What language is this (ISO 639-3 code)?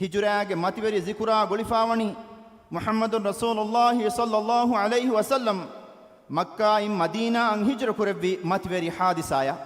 div